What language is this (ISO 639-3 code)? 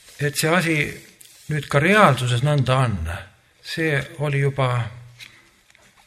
est